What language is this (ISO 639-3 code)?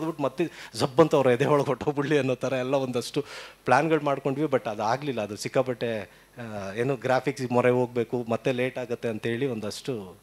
kan